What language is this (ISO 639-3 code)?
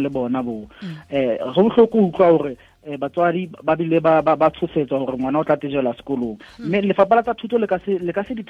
sot